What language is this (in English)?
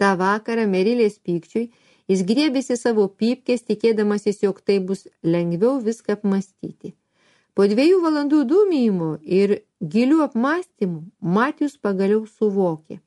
Lithuanian